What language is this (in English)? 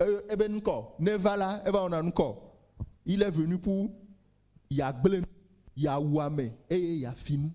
Ewe